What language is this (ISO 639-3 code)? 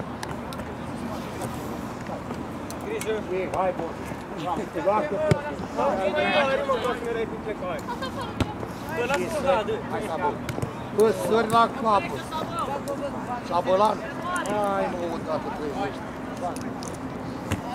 ron